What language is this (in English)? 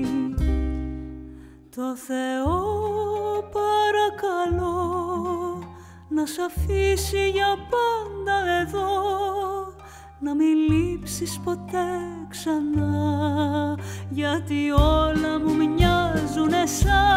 Greek